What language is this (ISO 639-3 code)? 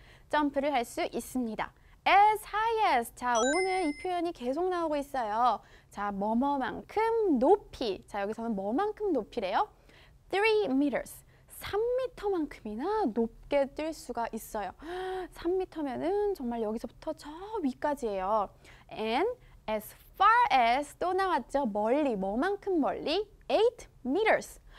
kor